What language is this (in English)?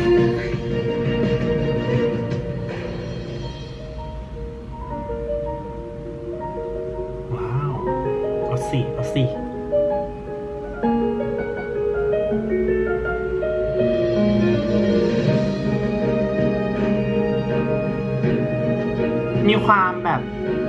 Thai